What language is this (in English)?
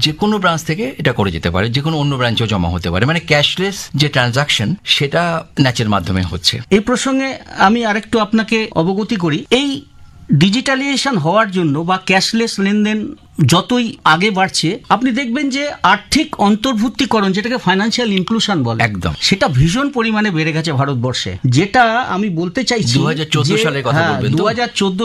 Bangla